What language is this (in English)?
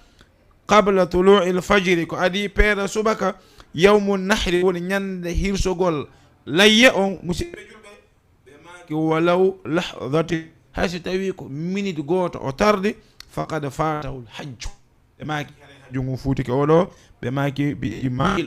Fula